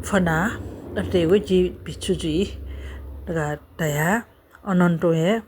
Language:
Newari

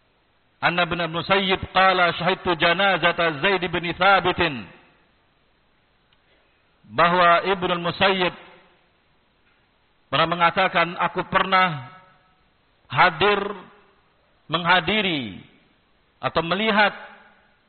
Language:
Indonesian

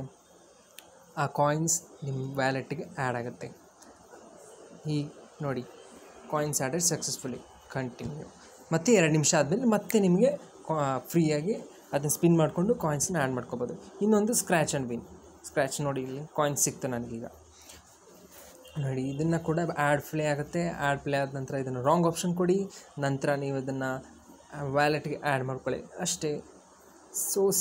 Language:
Kannada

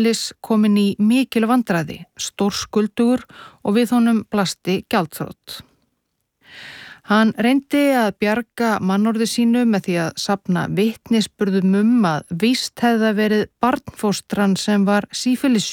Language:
Icelandic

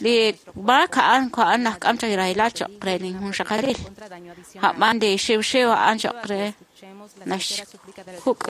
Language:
Kekchí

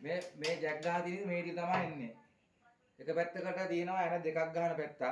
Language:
Sinhala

